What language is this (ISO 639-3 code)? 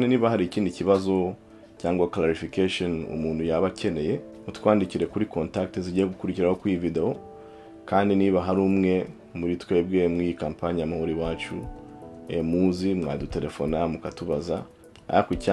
kin